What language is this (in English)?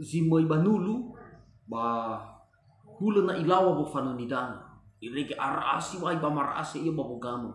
Nias